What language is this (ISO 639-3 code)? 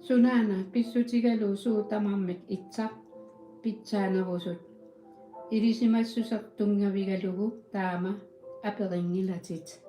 kal